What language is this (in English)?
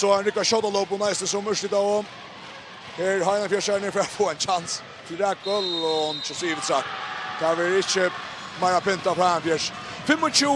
Faroese